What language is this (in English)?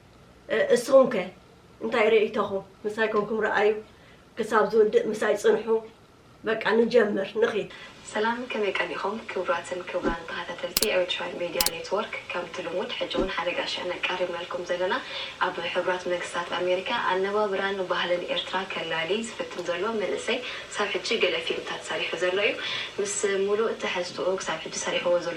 Tigrinya